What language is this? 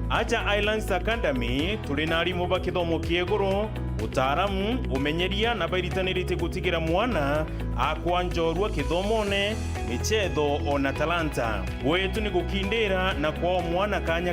Meru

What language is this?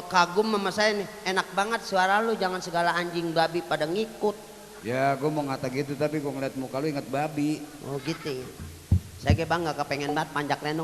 Betawi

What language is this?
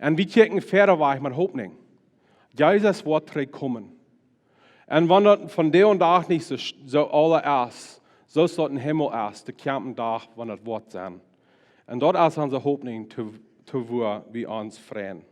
Plautdietsch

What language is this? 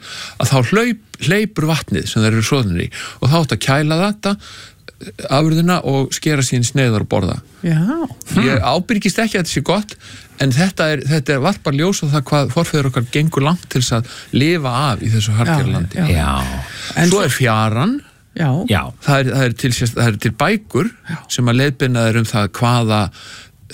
Icelandic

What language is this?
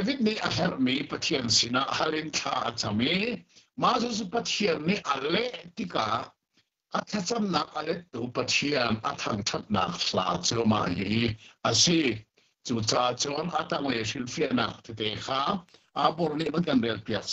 Hakha Chin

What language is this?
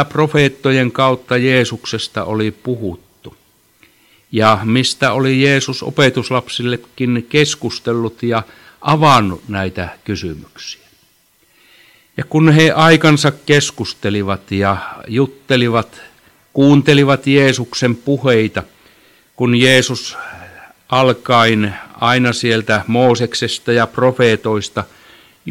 Finnish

